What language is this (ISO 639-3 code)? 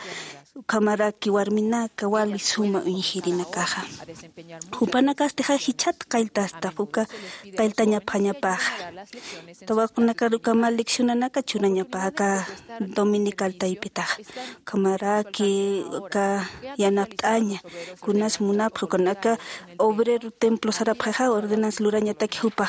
aym